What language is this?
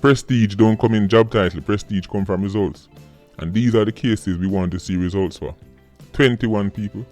Jamaican Creole English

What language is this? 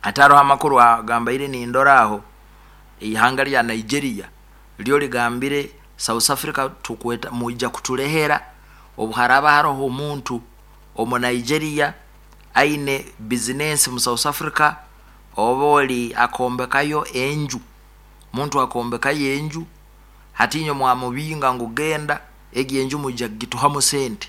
Nyankole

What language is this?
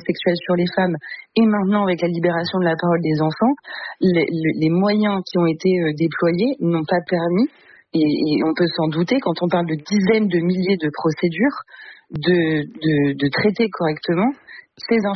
French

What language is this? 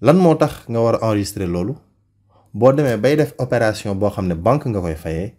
Wolof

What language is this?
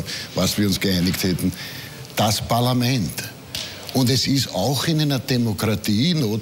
German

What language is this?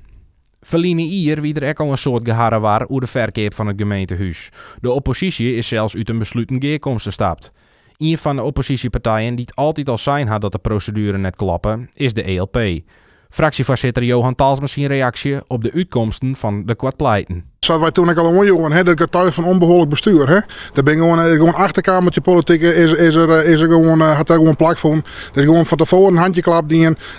Western Frisian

